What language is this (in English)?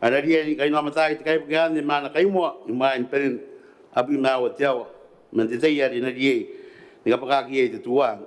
Gilbertese